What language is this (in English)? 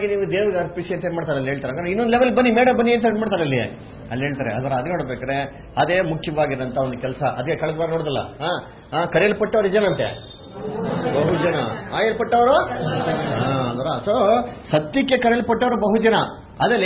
Kannada